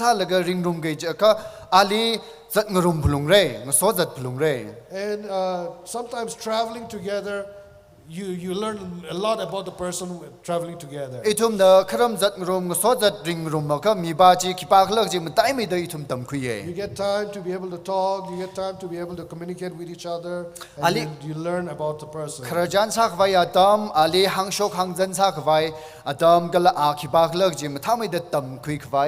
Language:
Tangkhul Naga (India)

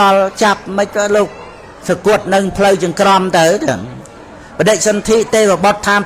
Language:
Khmer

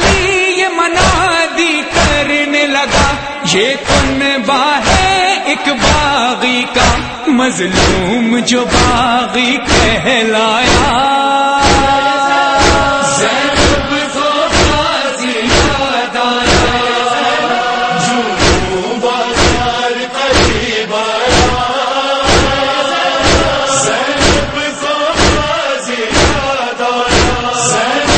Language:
Urdu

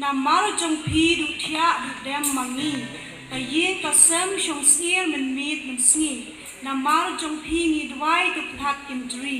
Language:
Khasi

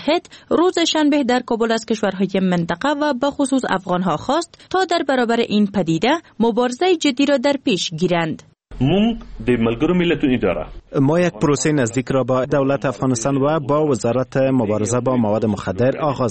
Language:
Persian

